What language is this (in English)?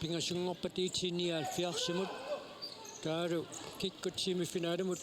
Kalaallisut